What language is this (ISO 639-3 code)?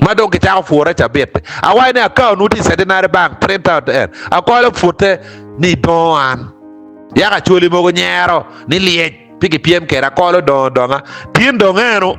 ach